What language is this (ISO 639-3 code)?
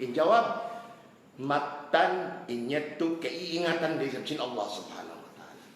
tsg